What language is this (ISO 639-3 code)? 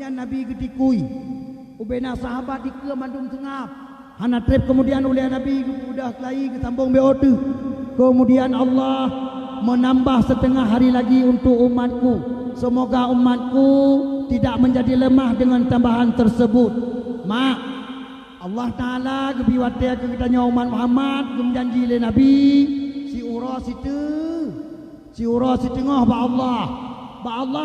ace